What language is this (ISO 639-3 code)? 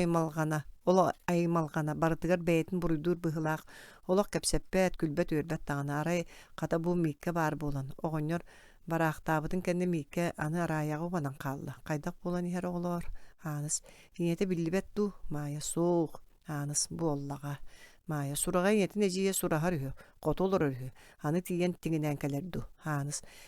sah